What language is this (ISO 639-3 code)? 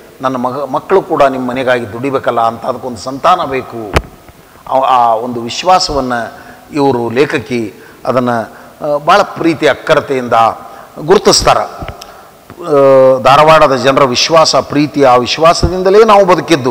kan